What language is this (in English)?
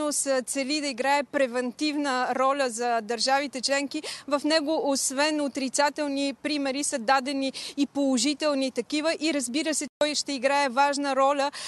Bulgarian